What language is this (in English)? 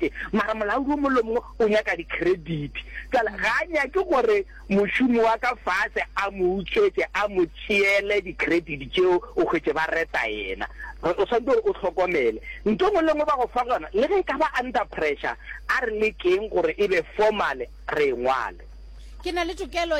Northern Sotho